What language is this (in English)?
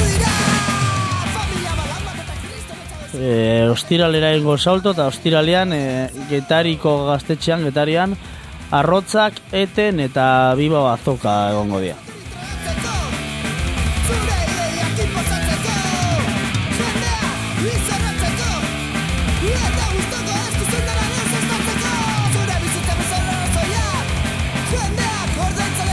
Basque